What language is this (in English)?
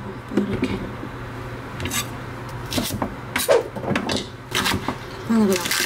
Korean